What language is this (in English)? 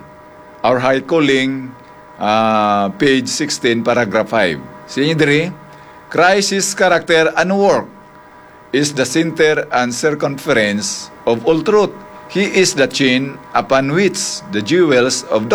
Hiligaynon